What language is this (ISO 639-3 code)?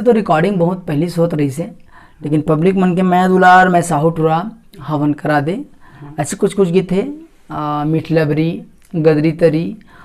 hne